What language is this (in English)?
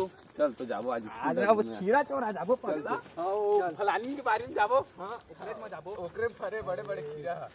Chhattisgarhi